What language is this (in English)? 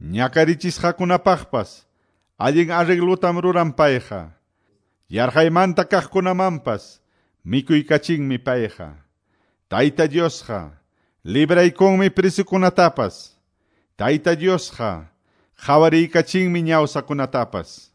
Quechua